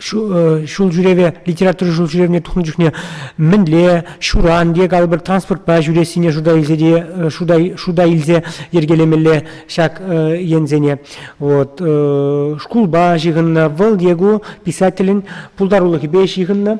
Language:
Chuvash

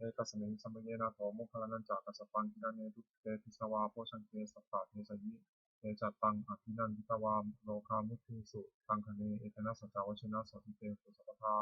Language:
Pali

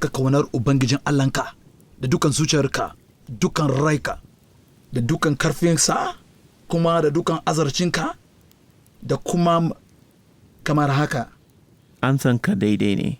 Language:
Hausa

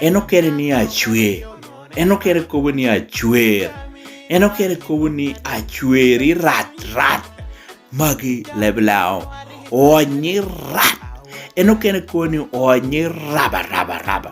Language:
Lango (Uganda)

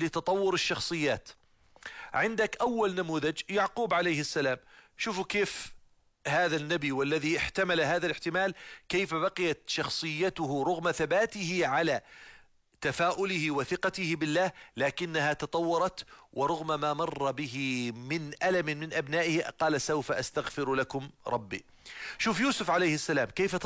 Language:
Arabic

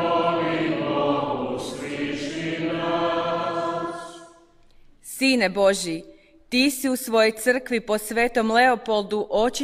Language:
Croatian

